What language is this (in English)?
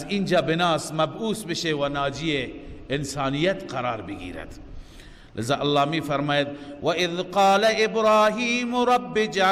Persian